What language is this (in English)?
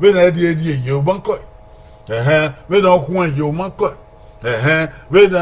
Bini